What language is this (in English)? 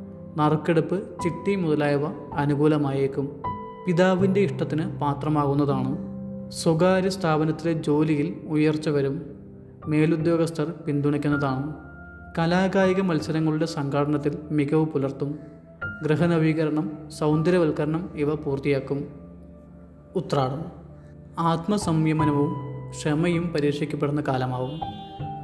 Malayalam